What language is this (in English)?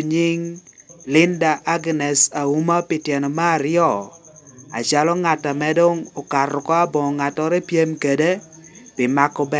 Lango (Uganda)